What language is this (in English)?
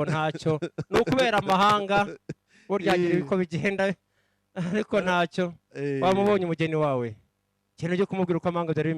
Kinyarwanda